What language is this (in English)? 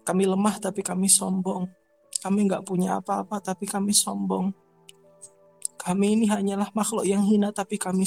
Indonesian